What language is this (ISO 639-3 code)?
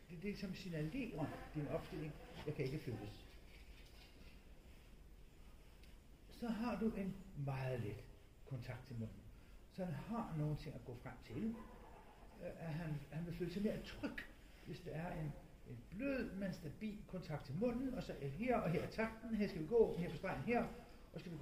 dan